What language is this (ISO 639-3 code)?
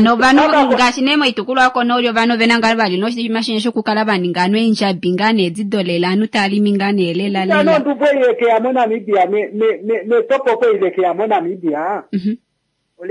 kua